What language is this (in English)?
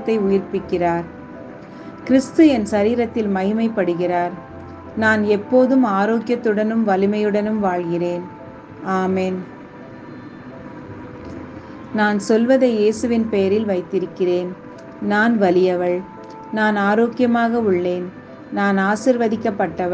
Tamil